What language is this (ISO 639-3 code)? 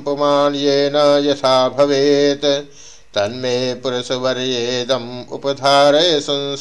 san